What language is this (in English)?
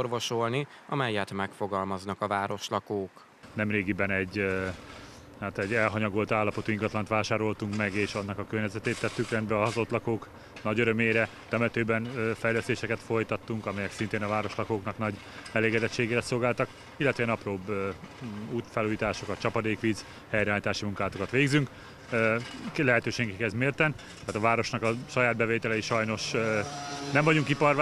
Hungarian